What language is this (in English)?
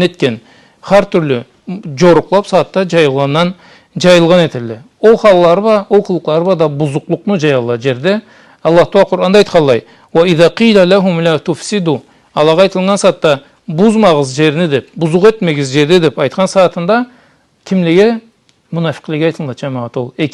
Karachay-Balkar